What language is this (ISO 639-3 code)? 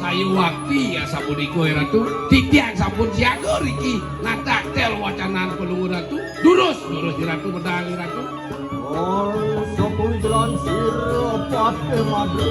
ban